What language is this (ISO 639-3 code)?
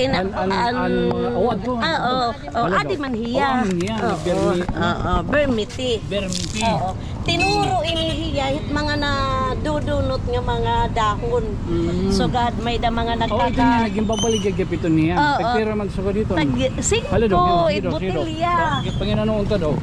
war